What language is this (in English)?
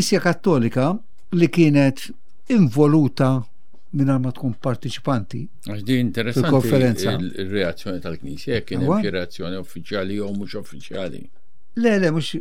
Maltese